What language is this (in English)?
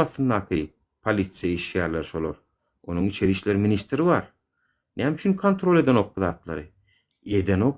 Turkmen